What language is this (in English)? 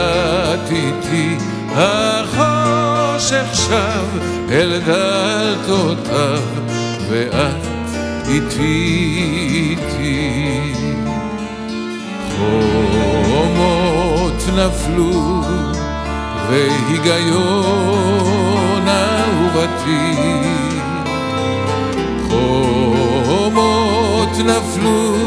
Hebrew